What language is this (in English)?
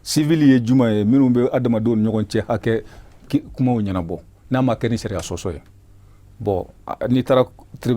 Bambara